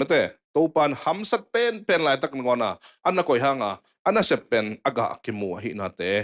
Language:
Tedim Chin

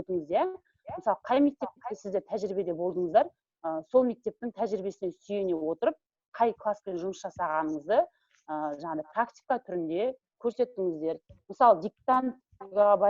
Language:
Kazakh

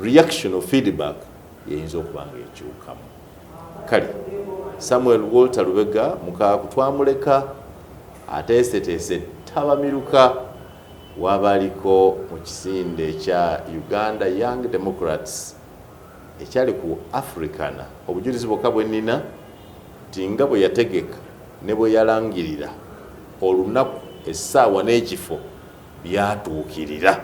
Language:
Ganda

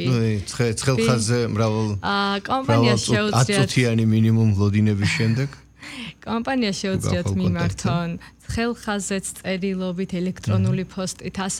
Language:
Georgian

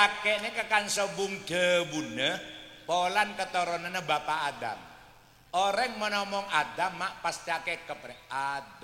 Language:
Madurese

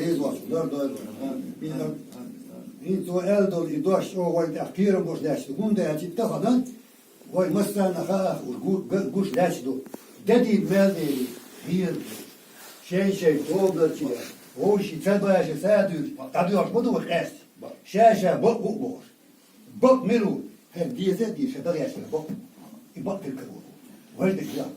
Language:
Chechen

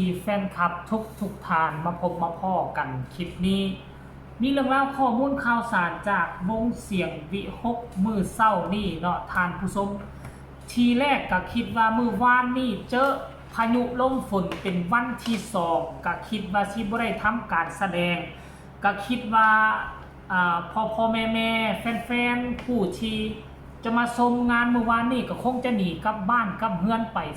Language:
Northeastern Thai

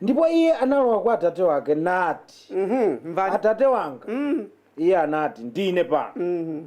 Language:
Nyanja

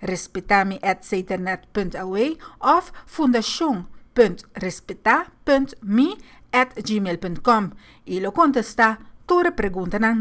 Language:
Papiamento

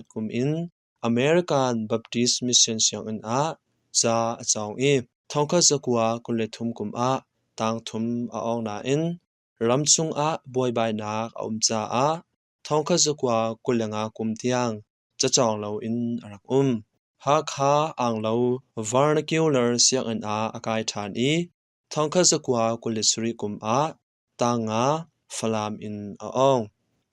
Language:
Hakha Chin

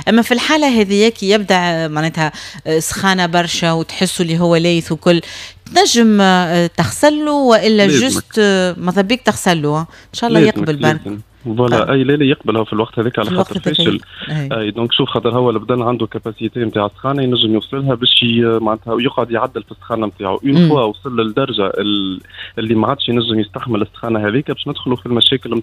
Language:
Tunisian Arabic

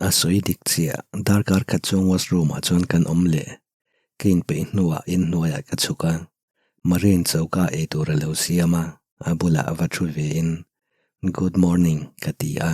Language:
Mizo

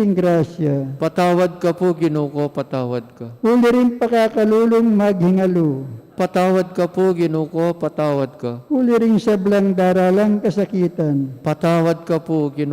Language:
Pampanga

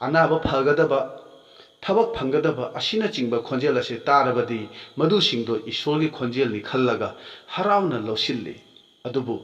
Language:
Manipuri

